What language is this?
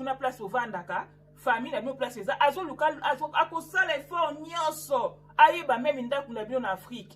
Lingala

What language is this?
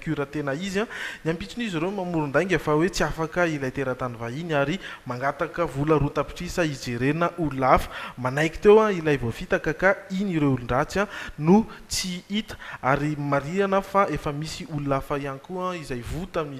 Malagasy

